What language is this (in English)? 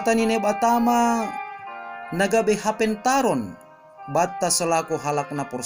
Batak Simalungun